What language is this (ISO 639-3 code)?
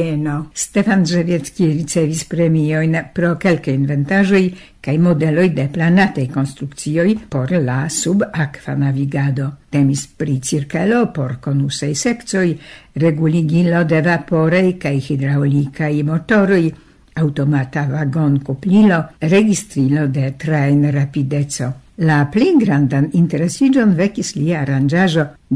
epo